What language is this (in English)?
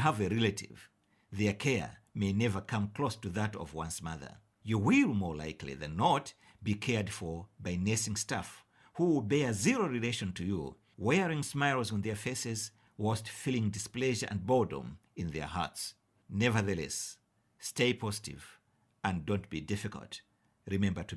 English